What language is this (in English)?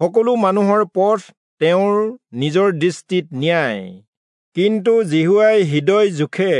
Assamese